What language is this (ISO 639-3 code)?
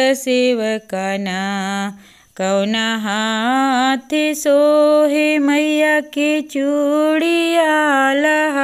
bho